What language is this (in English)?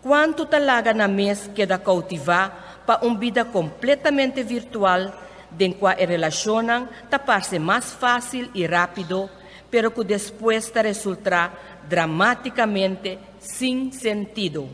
Papiamento